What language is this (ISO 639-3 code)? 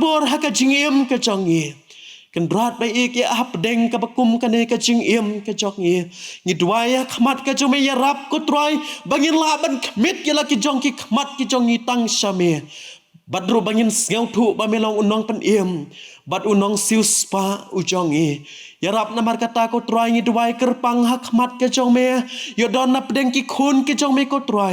kha